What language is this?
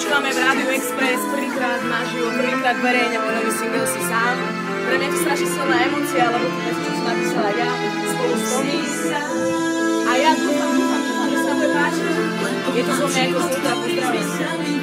Slovak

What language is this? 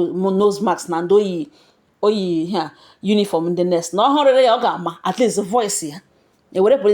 Igbo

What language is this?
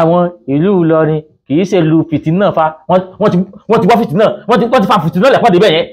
Yoruba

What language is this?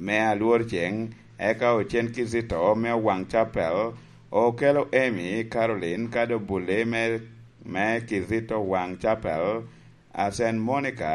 Lango (Uganda)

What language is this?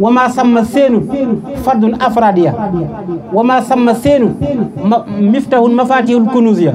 Wolof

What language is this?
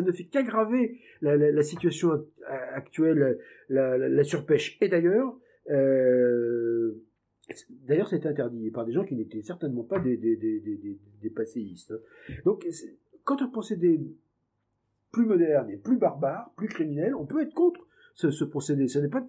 French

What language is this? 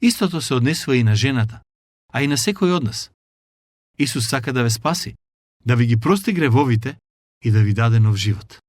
Macedonian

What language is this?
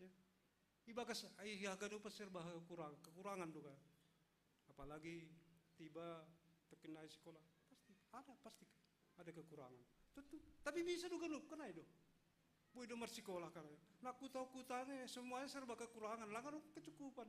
Batak Simalungun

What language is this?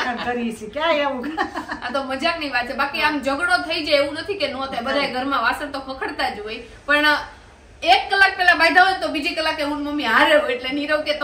Gujarati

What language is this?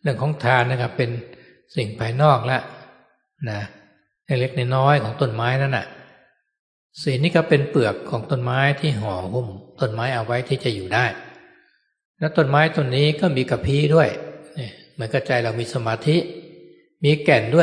Thai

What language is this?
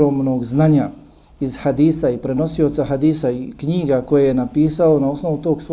Bosnian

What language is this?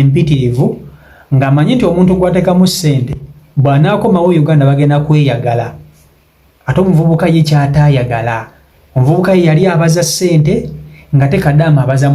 Ganda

